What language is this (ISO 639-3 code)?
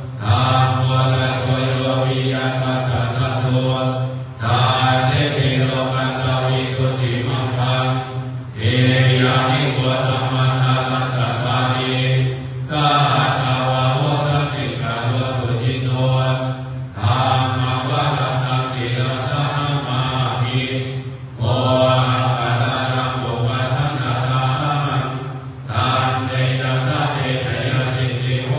pli